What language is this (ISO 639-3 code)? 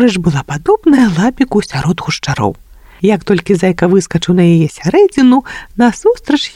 bel